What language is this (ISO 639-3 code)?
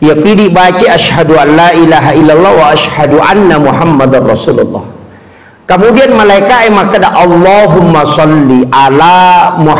bug